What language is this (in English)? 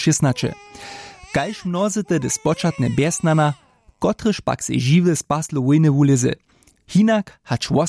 Upper Sorbian